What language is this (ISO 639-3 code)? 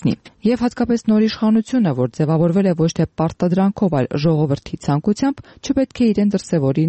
hye